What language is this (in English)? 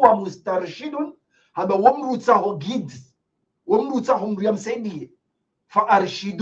Ngazidja Comorian